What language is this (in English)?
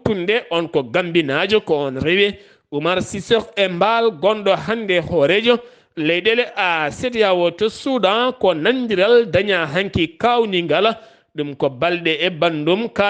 Fula